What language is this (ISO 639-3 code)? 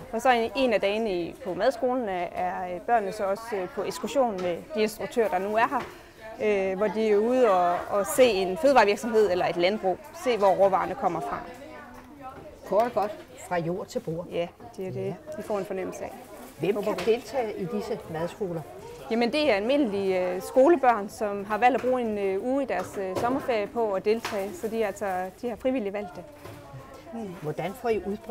dan